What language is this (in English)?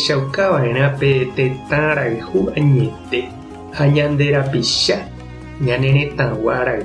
Guarani